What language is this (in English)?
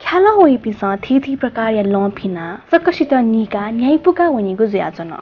Newari